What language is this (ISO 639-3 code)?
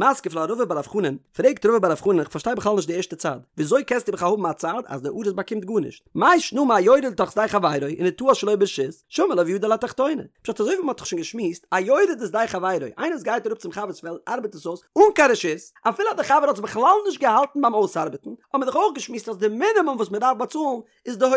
yid